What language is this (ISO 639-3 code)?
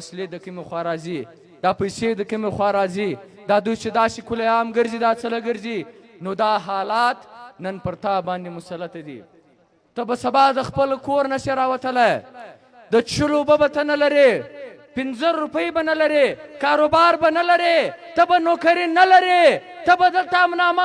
pus